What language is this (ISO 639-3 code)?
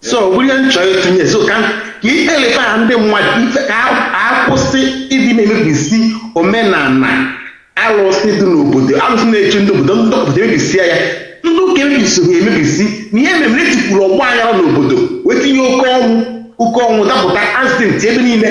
ibo